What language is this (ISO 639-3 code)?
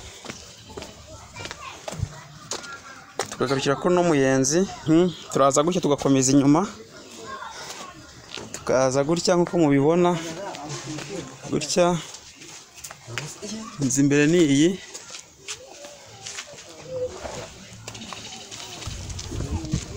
kin